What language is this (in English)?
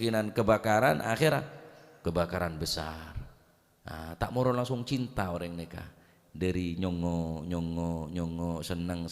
Madurese